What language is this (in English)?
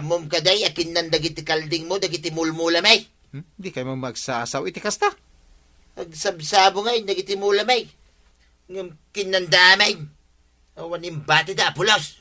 Iloko